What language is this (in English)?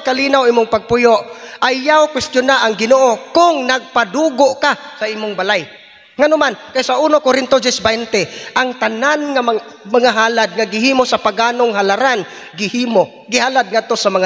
Cebuano